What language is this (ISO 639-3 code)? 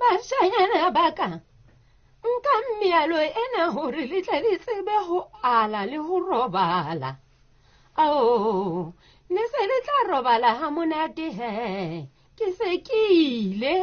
sot